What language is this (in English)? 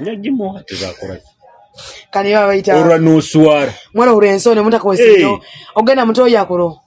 Nyoro